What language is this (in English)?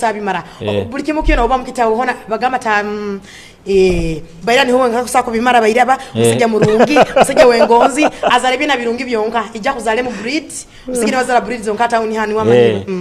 Nyoro